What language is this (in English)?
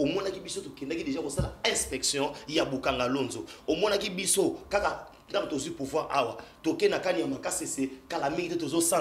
Lingala